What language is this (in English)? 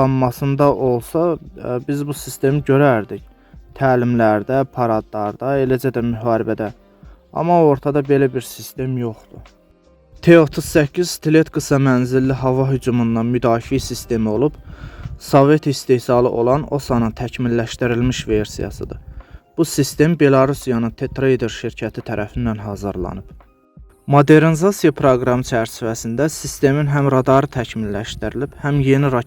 Azerbaijani